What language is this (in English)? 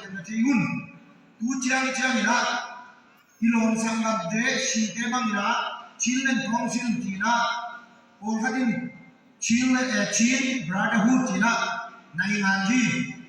Tedim Chin